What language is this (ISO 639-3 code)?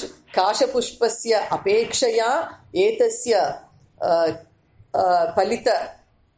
san